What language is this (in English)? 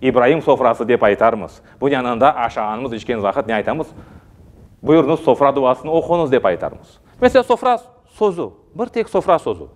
Crimean Tatar